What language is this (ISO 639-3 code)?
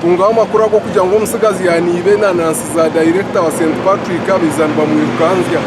nyn